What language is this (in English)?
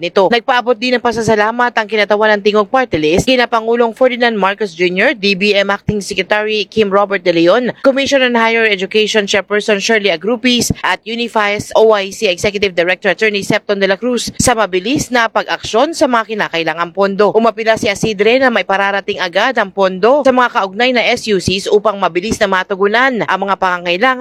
Filipino